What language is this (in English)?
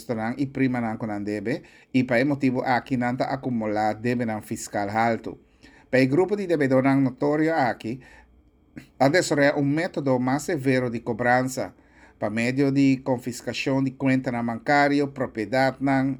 Papiamento